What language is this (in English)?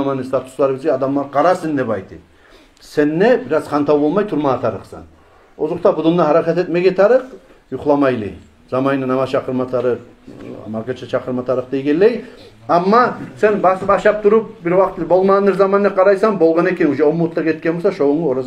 Kumyk